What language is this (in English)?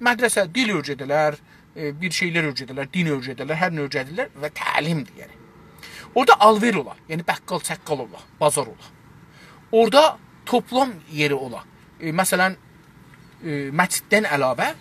South Azerbaijani